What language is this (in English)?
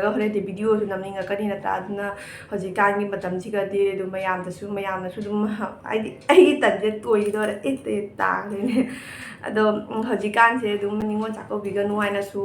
Manipuri